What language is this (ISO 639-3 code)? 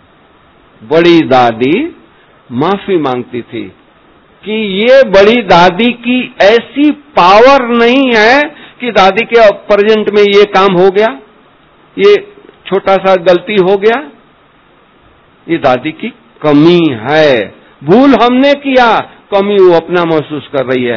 hin